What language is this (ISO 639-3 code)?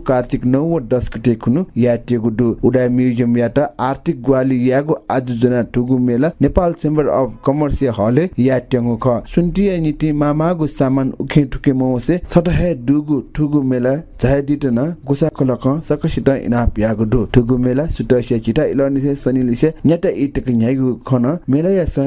new